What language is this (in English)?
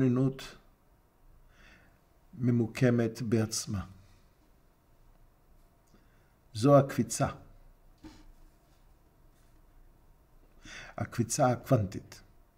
Hebrew